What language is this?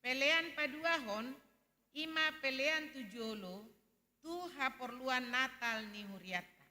Batak Toba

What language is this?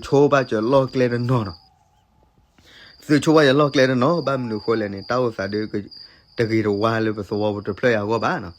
S'gaw Karen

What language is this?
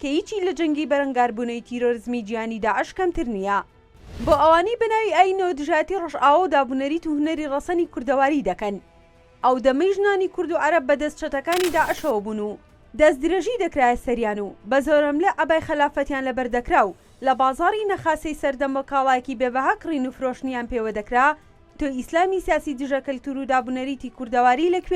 Central Kurdish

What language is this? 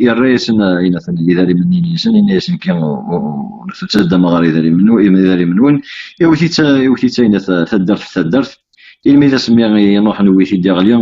Kabyle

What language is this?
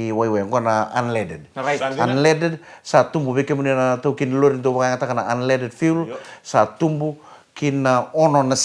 Fijian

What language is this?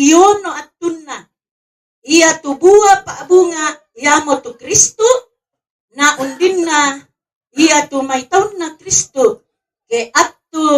Toraja-Sa'dan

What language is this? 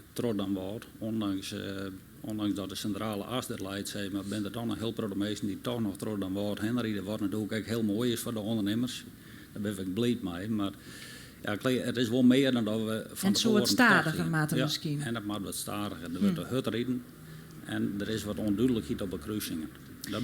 Western Frisian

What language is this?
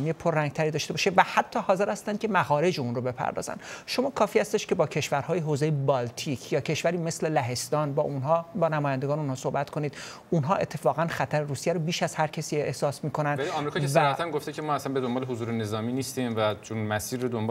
Persian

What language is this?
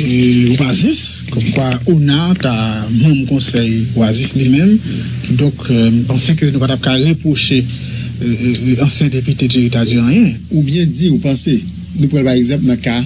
Haitian Creole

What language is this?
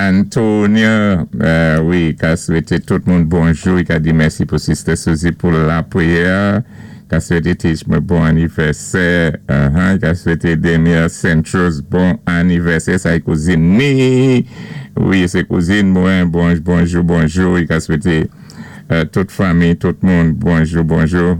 Saint Lucian Creole French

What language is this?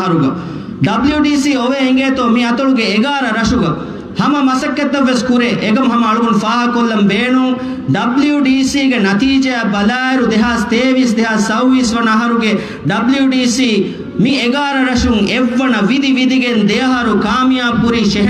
Divehi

